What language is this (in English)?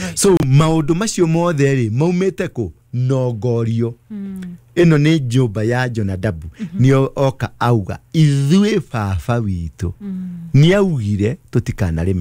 Kikuyu